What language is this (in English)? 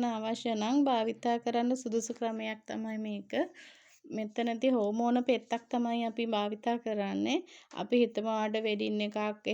Sinhala